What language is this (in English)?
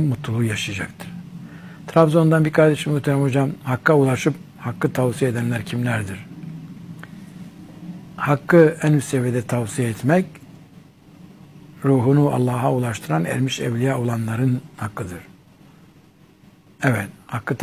Turkish